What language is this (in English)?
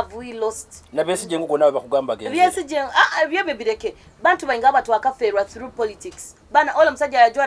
Nyoro